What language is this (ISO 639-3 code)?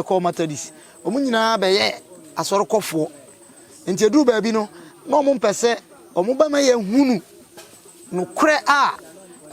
aka